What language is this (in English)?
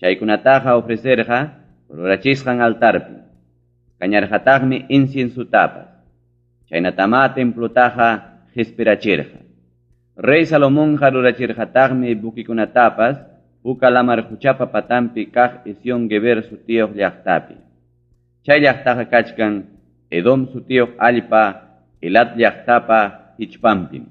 Ayacucho Quechua